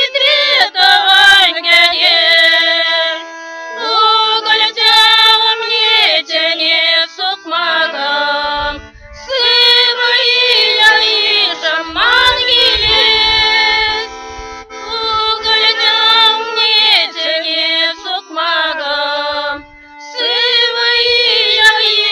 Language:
Chuvash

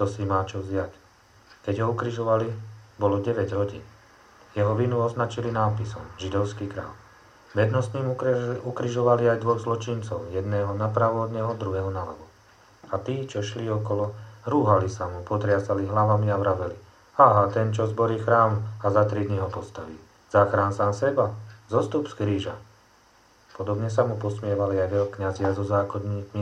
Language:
Slovak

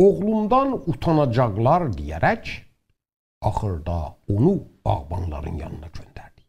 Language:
South Azerbaijani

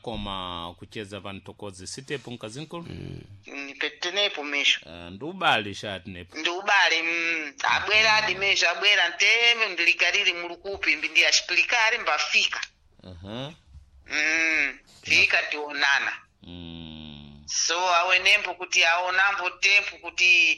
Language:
Sena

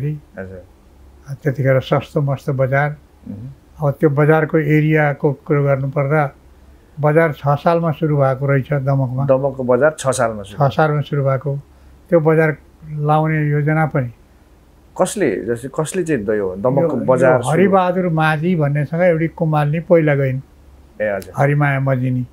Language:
Nepali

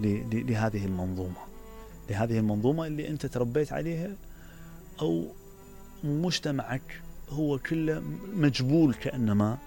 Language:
Mesopotamian Arabic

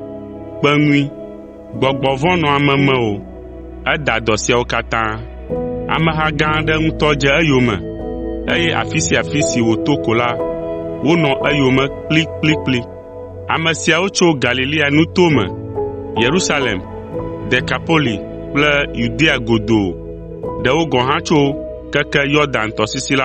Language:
Ewe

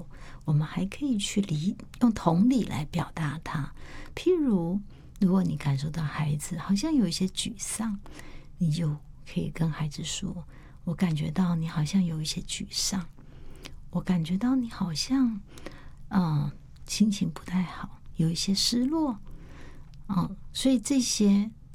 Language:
Chinese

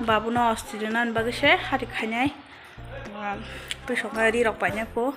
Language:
Kok Borok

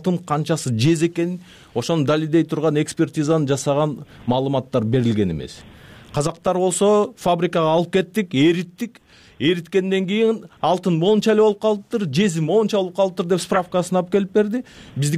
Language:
Kyrgyz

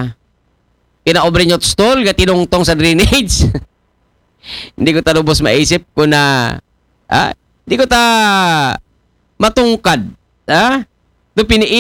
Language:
Filipino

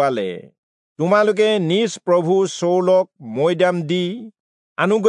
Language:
Assamese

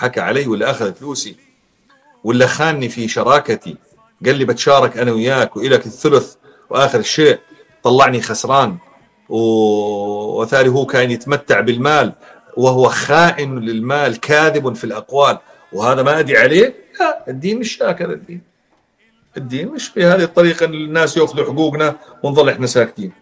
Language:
North Levantine Arabic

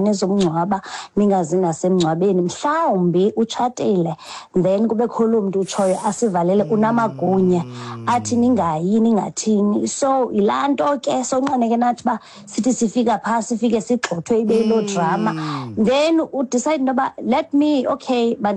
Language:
Xhosa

